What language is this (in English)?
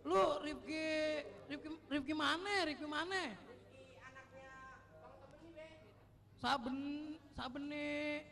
Betawi